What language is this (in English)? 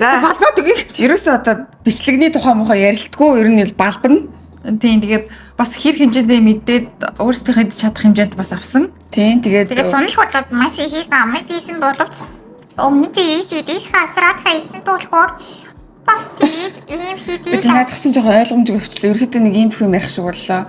Mongolian